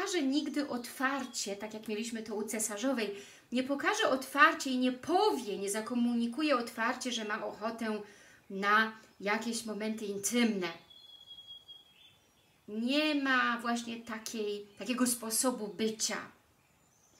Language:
Polish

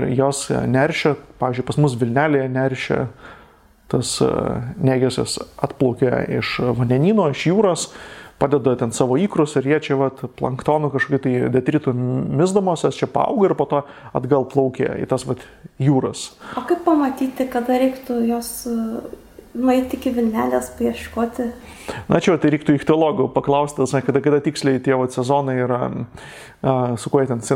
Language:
Lithuanian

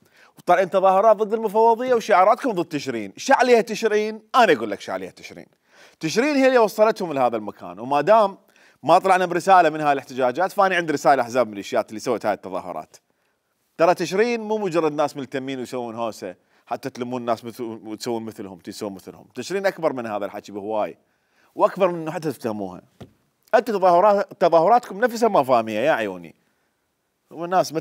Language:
Mesopotamian Arabic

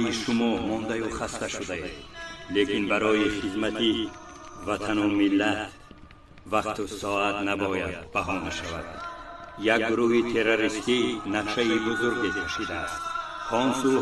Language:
Tajik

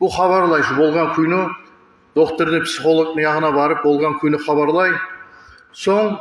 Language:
Kumyk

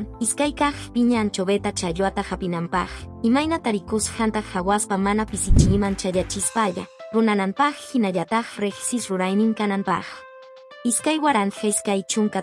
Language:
Quechua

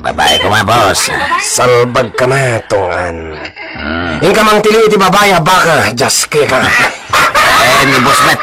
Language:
Iloko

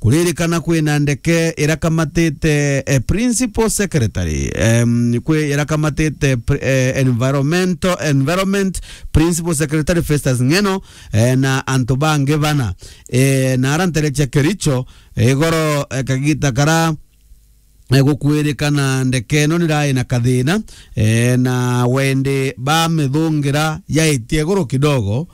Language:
Meru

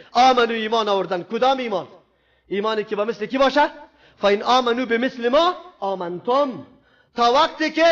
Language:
Persian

